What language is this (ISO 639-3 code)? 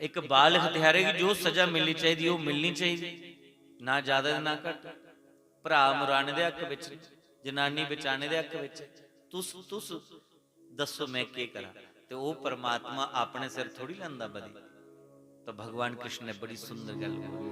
doi